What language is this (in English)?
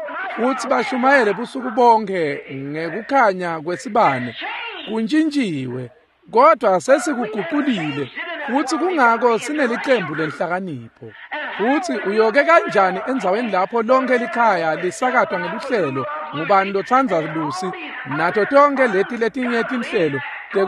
Swati